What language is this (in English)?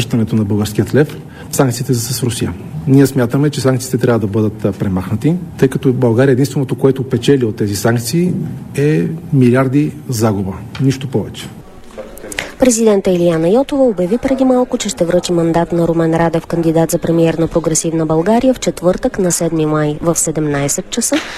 Bulgarian